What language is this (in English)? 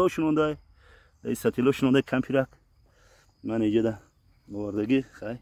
Tajik